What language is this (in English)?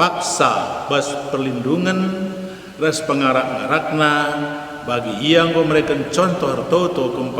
Batak Karo